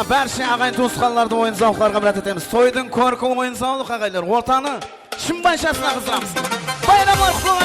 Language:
Kara-Kalpak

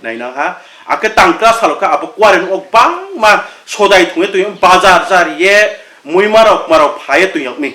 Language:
Riang (India)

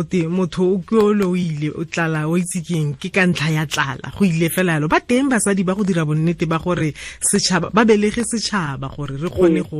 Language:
Tswana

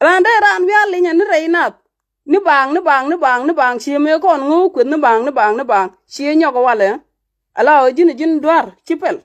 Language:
Nuer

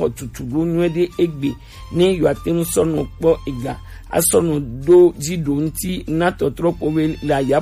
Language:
Gen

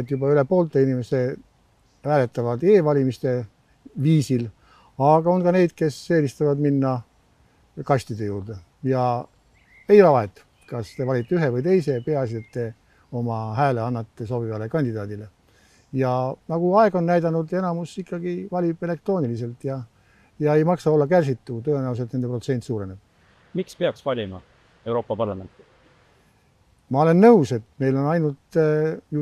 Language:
Estonian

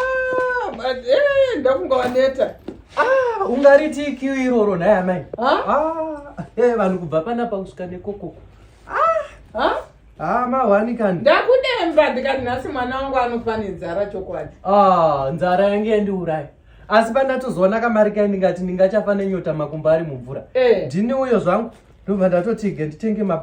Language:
Shona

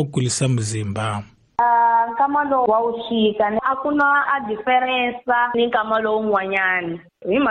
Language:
Tsonga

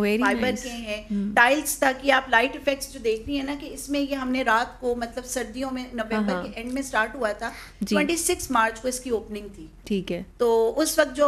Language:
Urdu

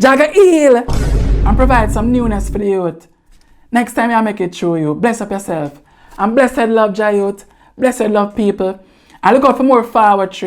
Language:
Jamaican Creole English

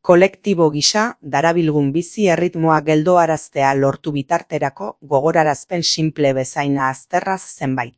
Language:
Basque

